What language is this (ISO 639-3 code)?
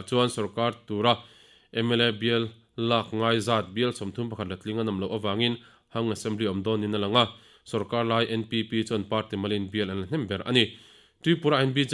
lus